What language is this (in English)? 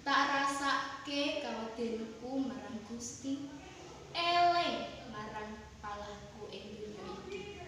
Javanese